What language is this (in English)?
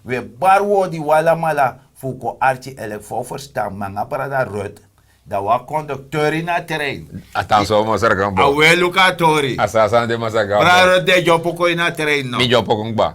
Sranan Tongo